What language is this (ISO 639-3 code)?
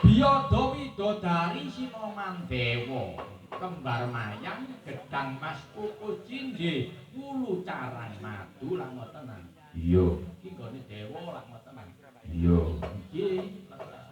jav